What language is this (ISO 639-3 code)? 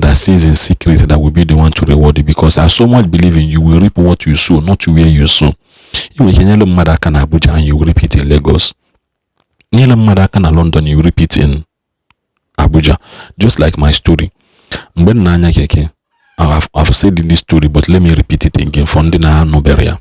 ibo